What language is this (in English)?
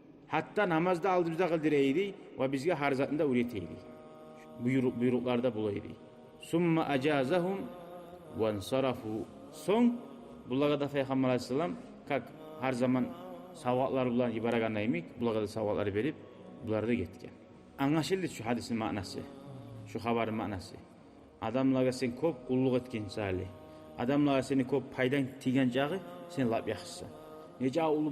Kumyk